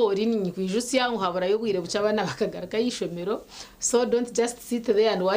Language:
Nyankole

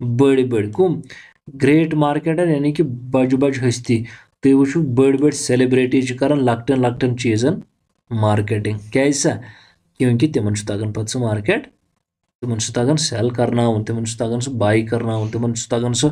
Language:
Kashmiri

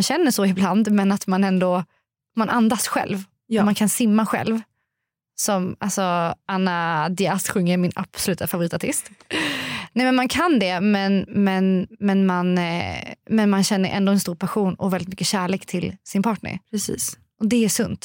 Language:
Swedish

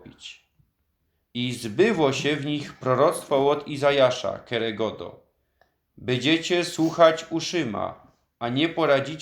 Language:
Silesian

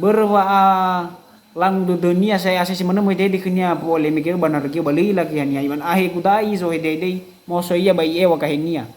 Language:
Nias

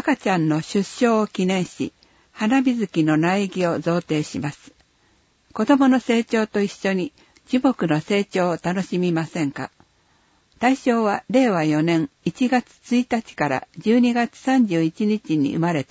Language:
Japanese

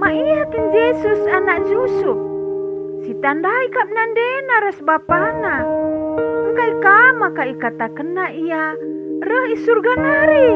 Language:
Batak Karo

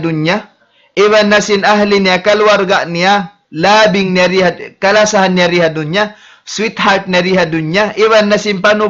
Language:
Tausug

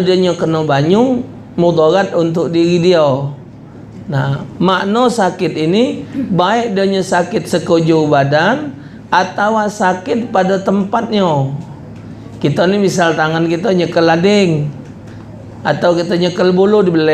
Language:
Musi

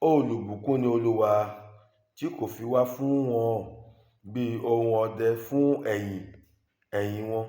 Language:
Yoruba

